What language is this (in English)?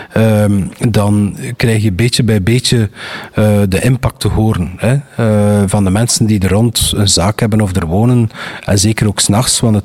Dutch